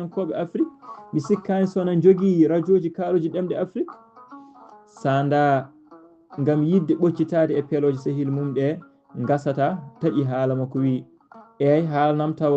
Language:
Fula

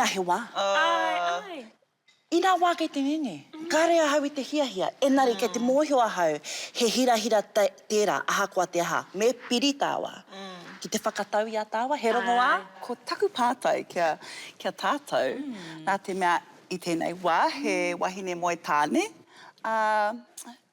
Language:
Māori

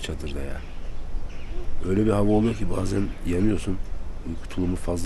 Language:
Turkish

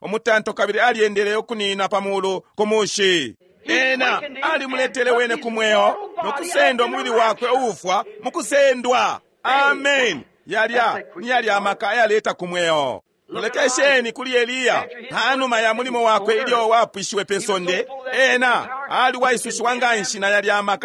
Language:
Bemba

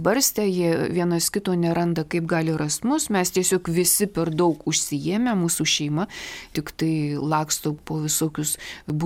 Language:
Lithuanian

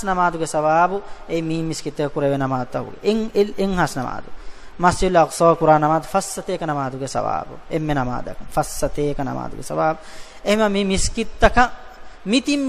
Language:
Divehi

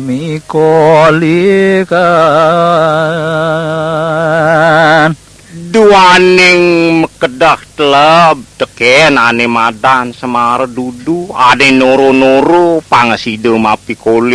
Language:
Balinese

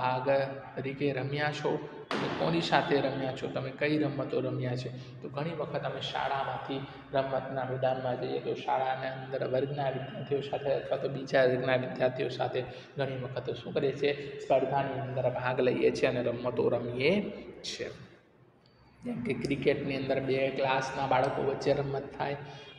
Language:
Gujarati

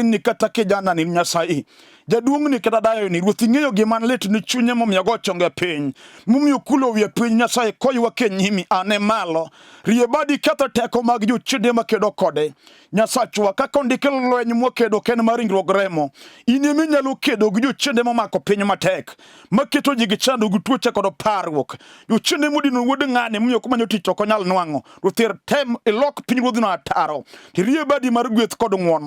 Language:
Luo (Kenya and Tanzania)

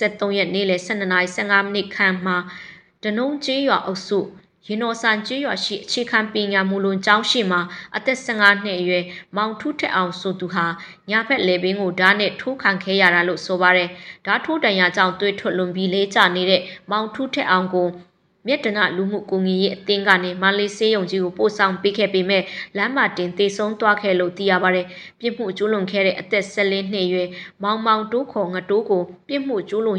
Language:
Burmese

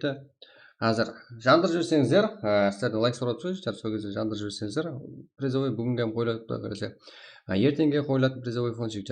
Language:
Kara-Kalpak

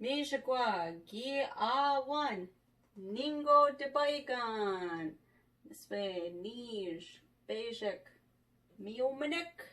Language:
Chippewa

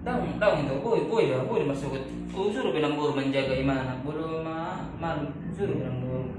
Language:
Batak Toba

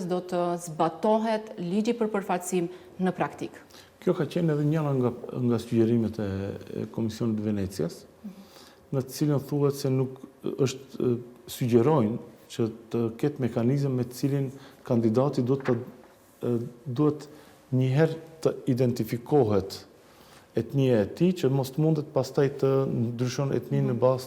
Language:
Albanian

